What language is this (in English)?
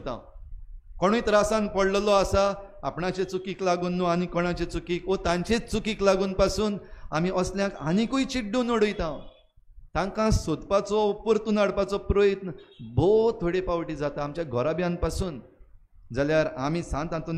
Konkani